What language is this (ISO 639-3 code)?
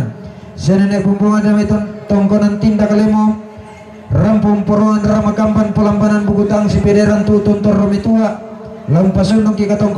sda